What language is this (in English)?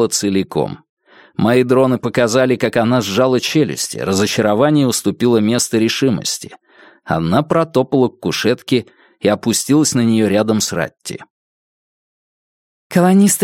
Russian